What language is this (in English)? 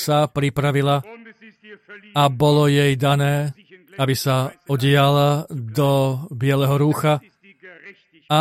Slovak